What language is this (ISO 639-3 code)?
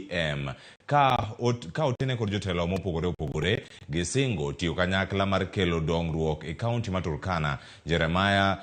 luo